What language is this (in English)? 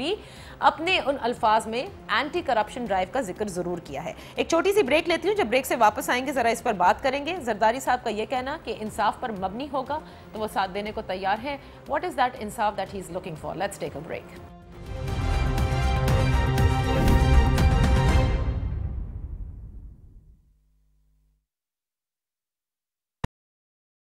Urdu